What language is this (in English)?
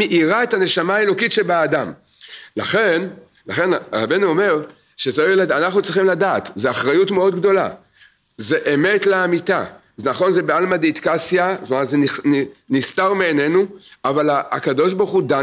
Hebrew